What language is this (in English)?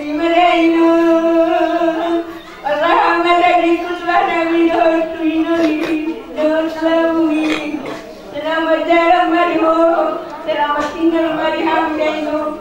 Batak Toba